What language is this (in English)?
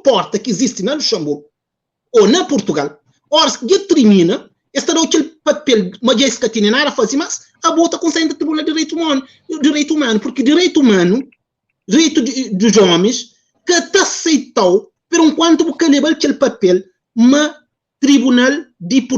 Kabuverdianu